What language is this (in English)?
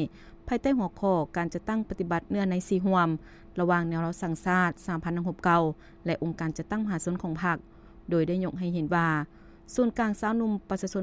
Lao